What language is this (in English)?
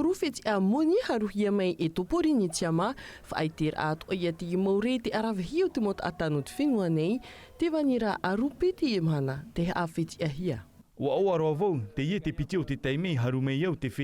Tahitian